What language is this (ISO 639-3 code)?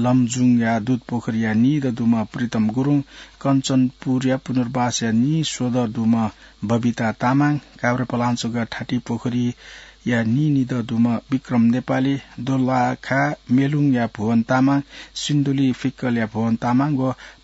new